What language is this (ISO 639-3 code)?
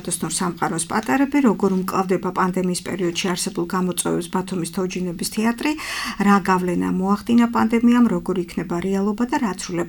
kat